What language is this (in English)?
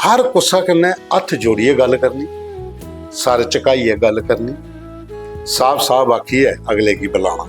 Dogri